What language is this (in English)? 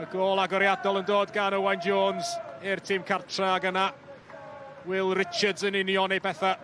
Welsh